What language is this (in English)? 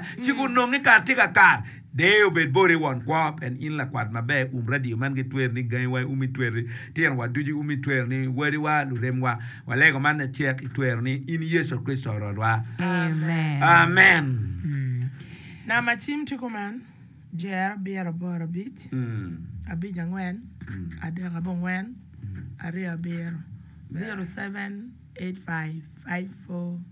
Acoli